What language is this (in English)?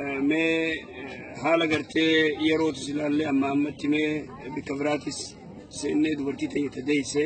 Oromo